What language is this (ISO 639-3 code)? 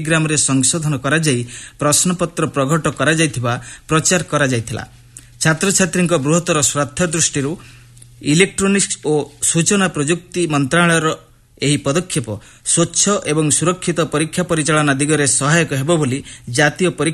ori